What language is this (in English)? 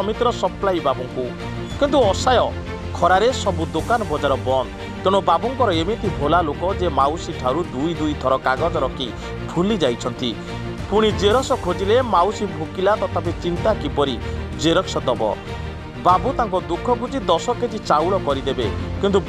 Odia